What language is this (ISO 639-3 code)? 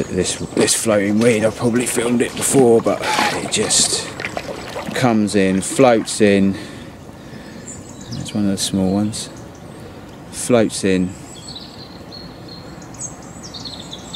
eng